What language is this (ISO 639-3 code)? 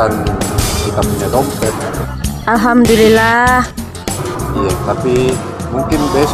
mfp